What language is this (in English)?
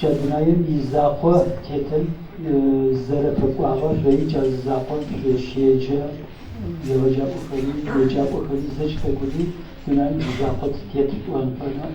Adyghe